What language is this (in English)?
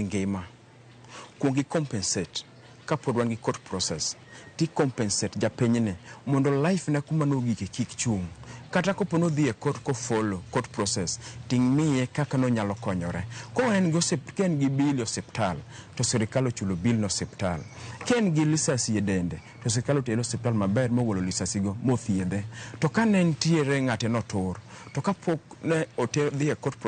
Luo (Kenya and Tanzania)